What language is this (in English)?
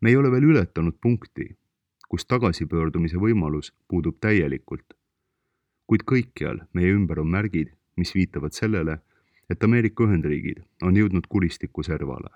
Estonian